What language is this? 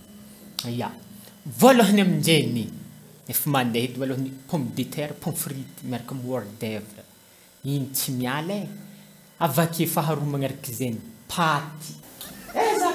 Malagasy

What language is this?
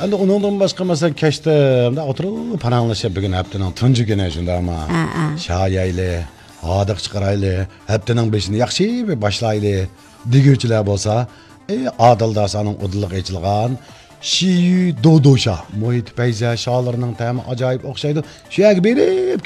Uyghur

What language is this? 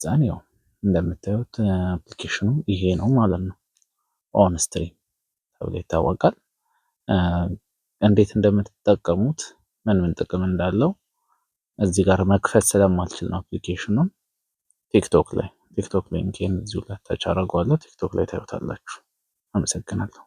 Amharic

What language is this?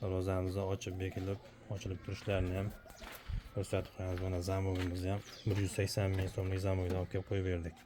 Uzbek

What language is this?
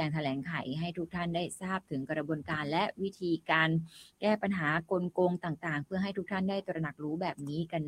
Thai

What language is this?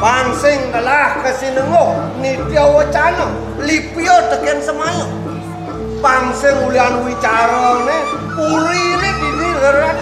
Balinese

